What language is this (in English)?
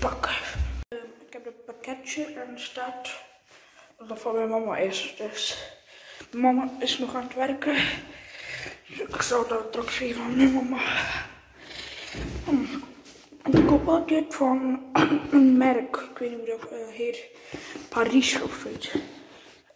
Dutch